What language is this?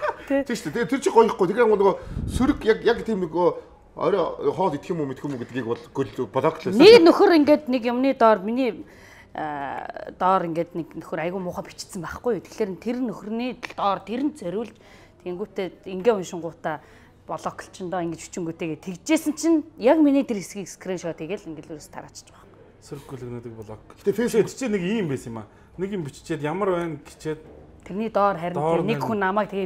Mongolian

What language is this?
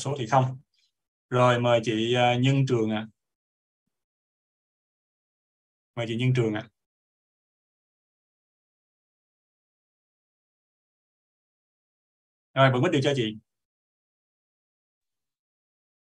Vietnamese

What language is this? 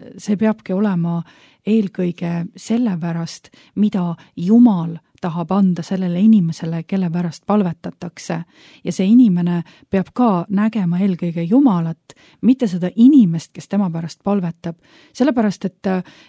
Estonian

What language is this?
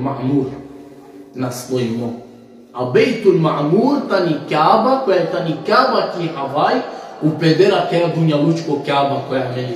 Balkan Romani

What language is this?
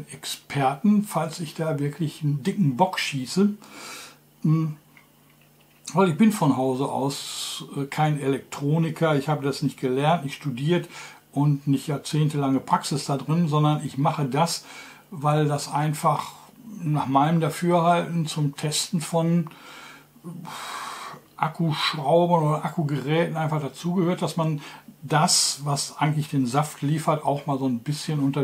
German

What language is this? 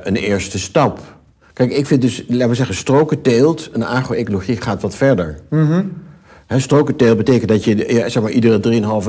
Dutch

